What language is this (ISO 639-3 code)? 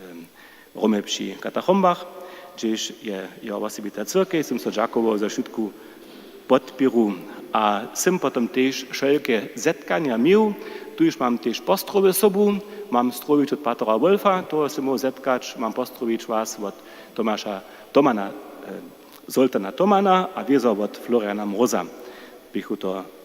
hsb